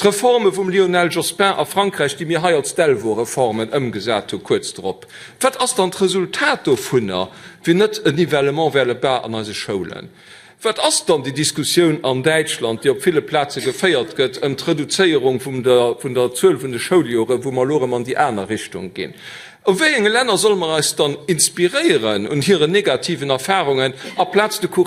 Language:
Luxembourgish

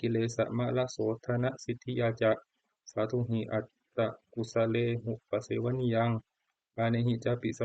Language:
Pali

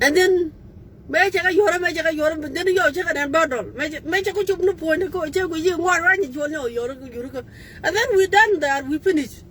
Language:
Nuer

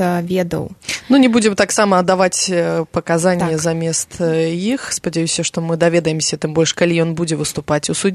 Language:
Belarusian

